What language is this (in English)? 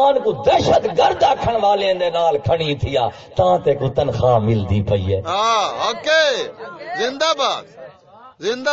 Saraiki